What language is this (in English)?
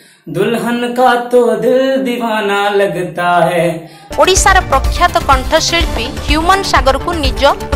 Odia